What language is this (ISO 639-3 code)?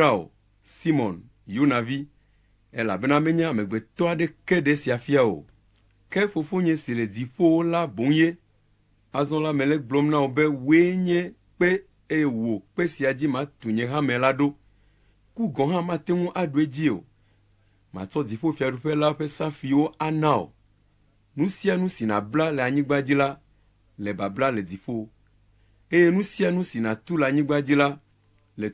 ewe